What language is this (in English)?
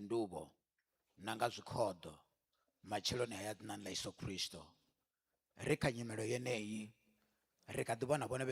Venda